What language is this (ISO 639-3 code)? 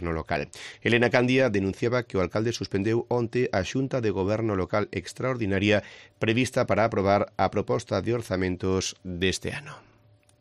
glg